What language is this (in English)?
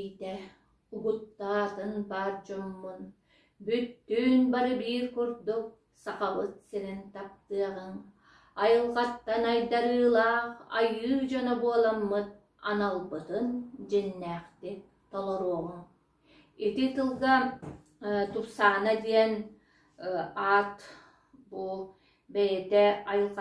Yakut